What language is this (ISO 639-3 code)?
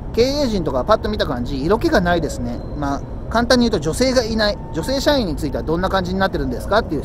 jpn